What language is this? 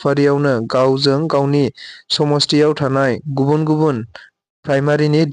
Bodo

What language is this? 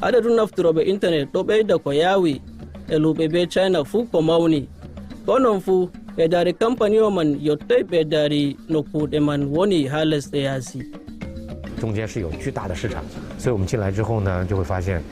Nigerian Fulfulde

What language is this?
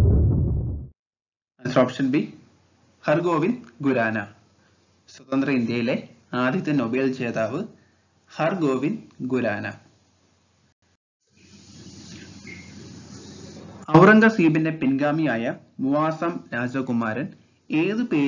Malayalam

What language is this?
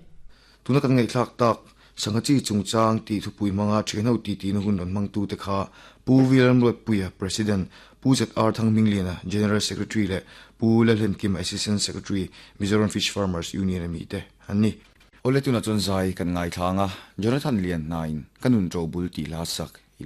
Mizo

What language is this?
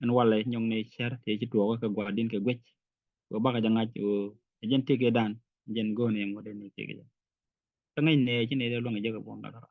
Nuer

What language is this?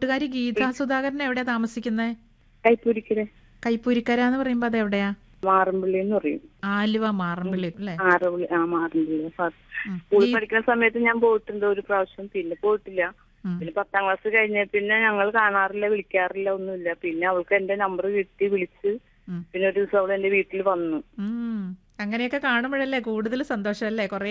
Malayalam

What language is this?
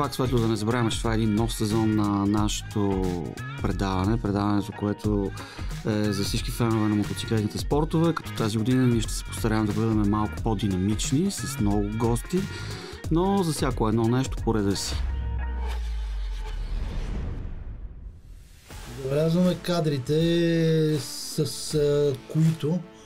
Bulgarian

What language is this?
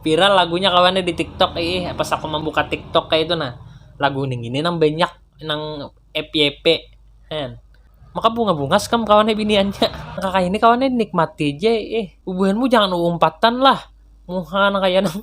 Banjar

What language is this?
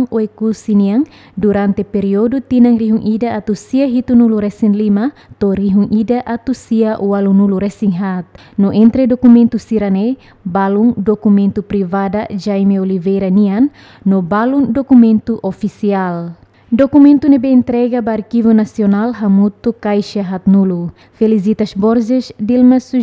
Tetum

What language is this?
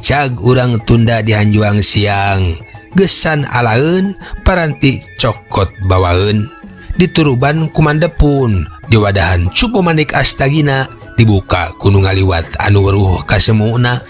Sundanese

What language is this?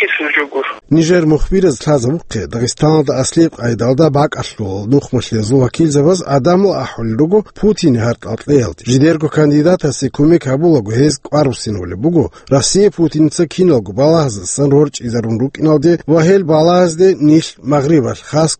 Avaric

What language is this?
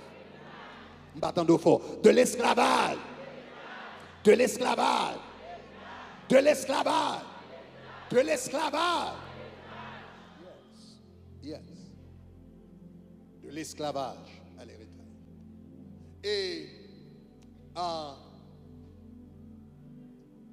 French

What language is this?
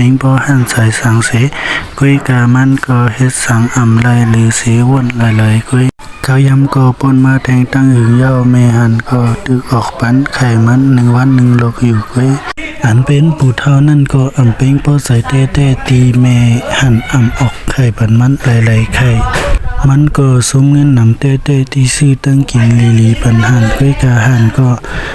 Shan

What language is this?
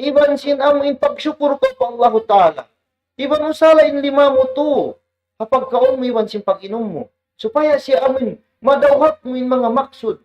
Tausug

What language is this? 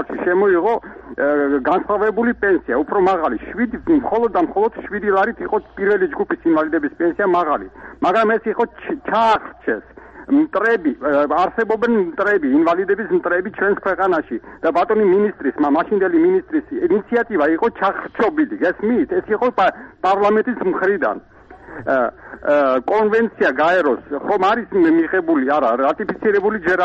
Georgian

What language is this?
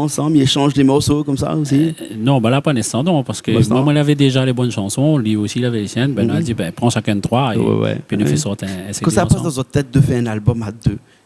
Réunion Creole French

